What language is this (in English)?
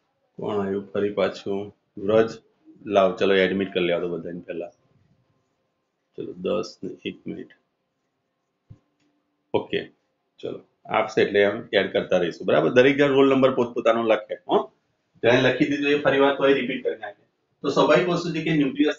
Gujarati